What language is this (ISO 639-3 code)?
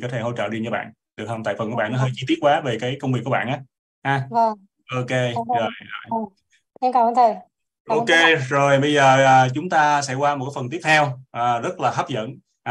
vie